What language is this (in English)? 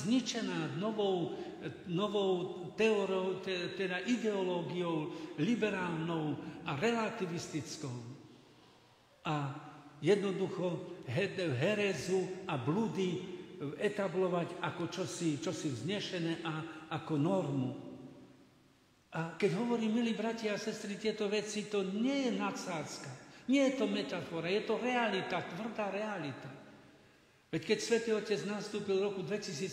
Slovak